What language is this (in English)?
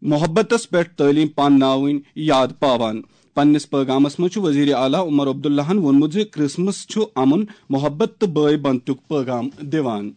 Kashmiri